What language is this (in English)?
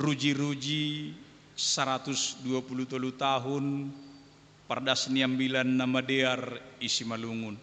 Batak Simalungun